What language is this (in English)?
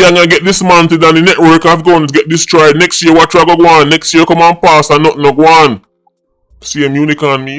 Jamaican Creole English